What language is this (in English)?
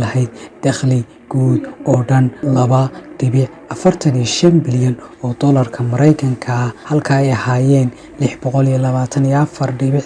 Somali